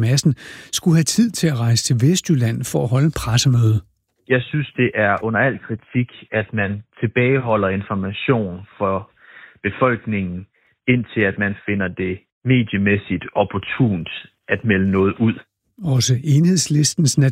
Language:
Danish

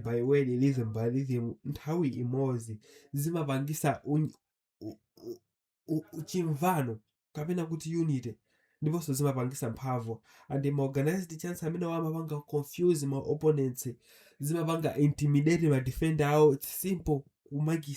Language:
Nyanja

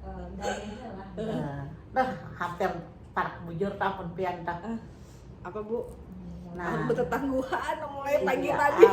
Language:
Banjar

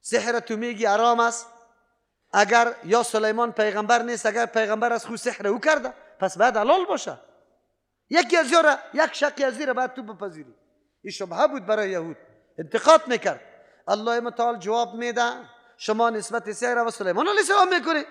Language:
Persian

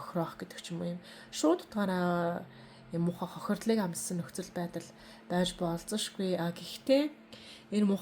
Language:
Mongolian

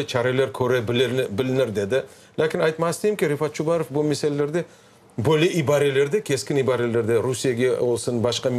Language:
Crimean Tatar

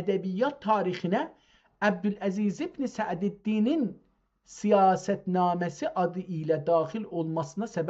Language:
South Azerbaijani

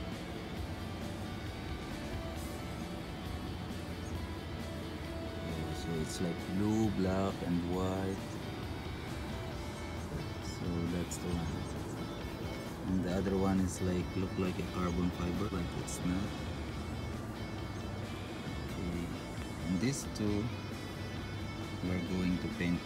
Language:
English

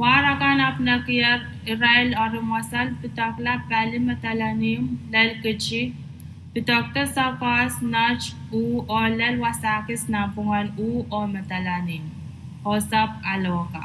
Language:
Pohnpeian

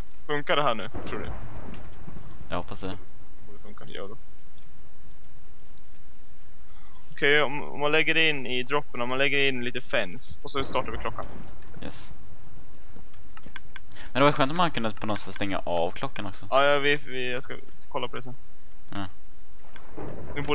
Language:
Swedish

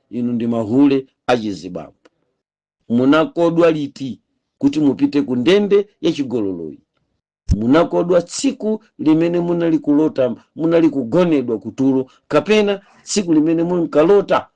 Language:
Nyanja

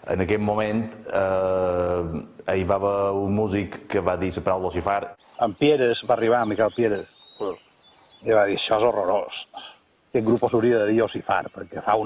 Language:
Catalan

